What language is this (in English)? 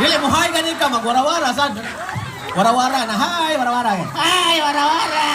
Cebuano